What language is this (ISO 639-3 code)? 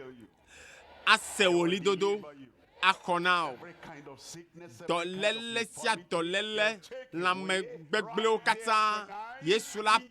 ewe